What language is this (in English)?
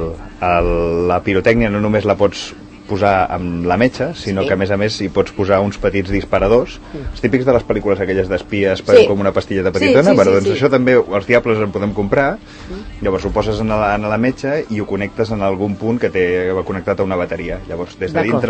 Catalan